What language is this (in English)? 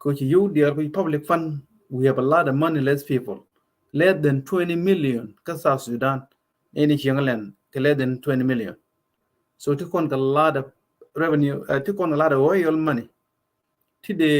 Nuer